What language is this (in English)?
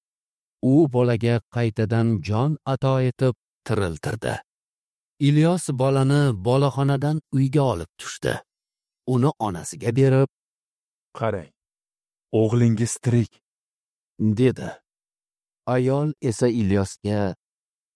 Uzbek